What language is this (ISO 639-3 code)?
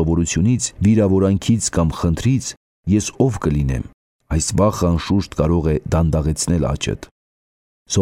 hye